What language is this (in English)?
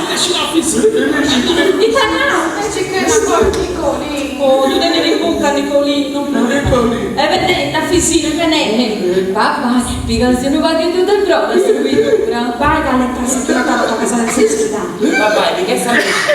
Sardinian